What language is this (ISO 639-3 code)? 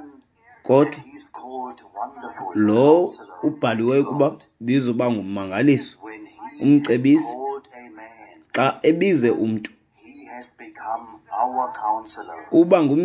xho